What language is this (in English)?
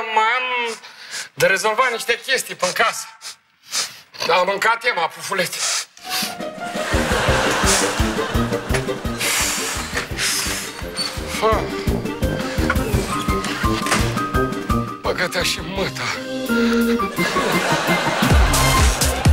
Romanian